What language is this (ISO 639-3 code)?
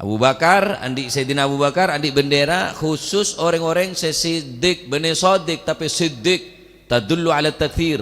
mad